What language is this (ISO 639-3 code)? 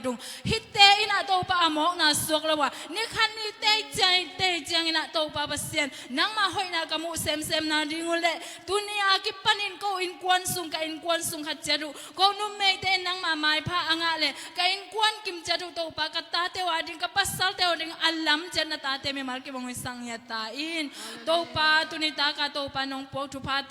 ctd